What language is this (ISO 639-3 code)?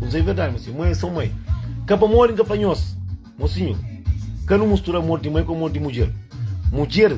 kea